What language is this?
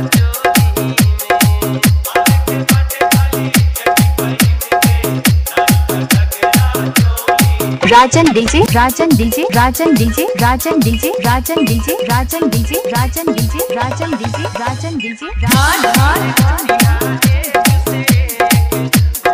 Bhojpuri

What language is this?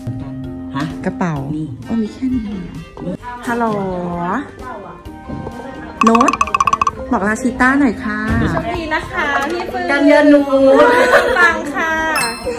Thai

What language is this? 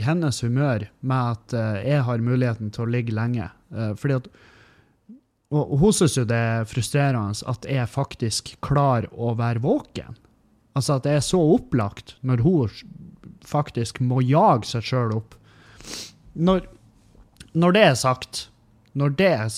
Norwegian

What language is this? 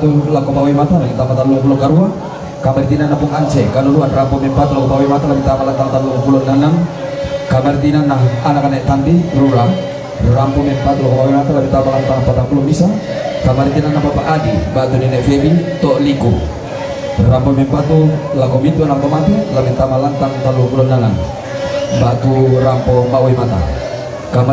Toraja-Sa'dan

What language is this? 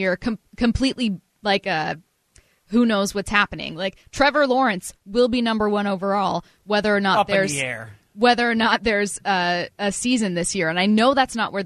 English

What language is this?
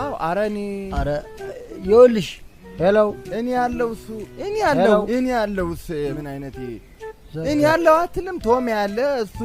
Amharic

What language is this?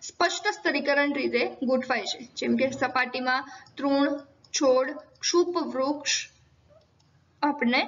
Gujarati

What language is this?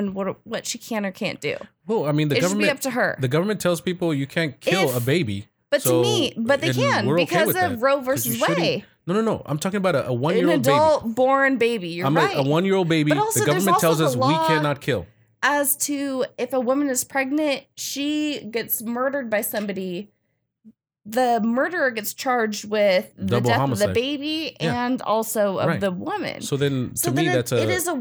English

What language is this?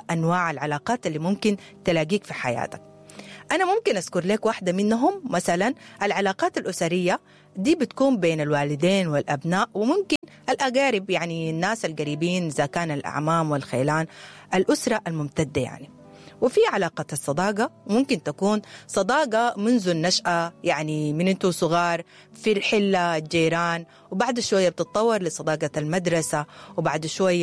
Sudanese Arabic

